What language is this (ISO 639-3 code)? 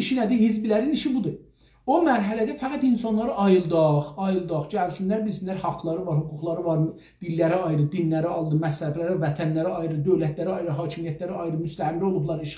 azb